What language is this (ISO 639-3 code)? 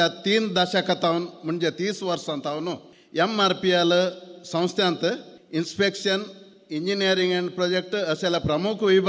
kok